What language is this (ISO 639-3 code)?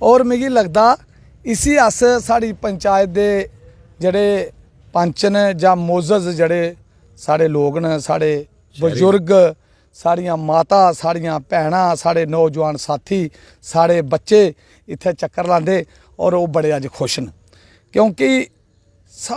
doi